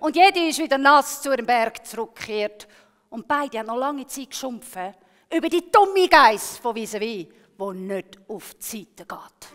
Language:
Swiss German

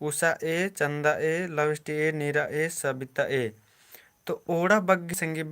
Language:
Kurukh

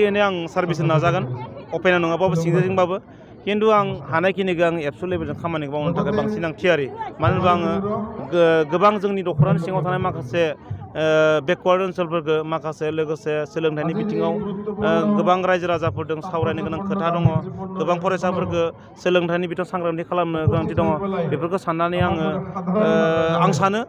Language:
Bodo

